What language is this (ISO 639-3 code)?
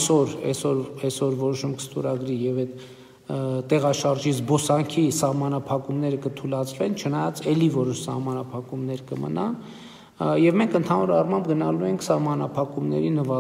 hye